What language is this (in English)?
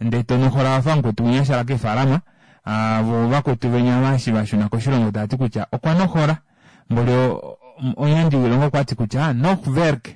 Kuanyama